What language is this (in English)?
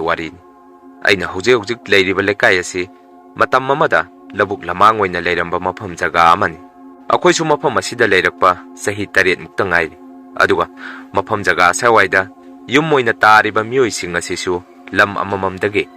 Manipuri